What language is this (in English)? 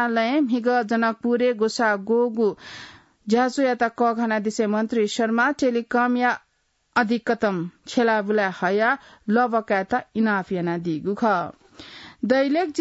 Newari